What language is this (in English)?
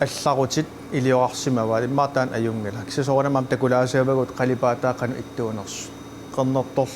Kalaallisut